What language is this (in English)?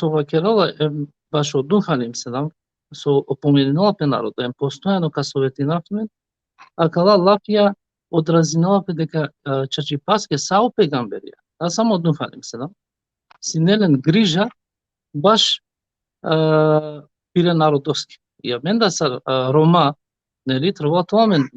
Balkan Romani